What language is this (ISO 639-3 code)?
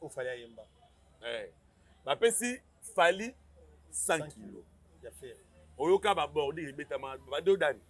lin